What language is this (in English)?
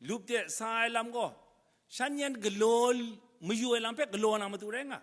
Kachin